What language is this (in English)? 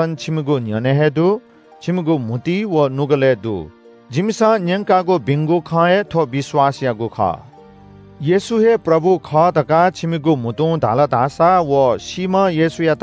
Newari